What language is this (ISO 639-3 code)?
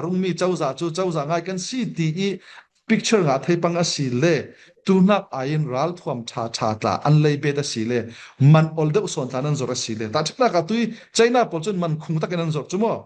cfm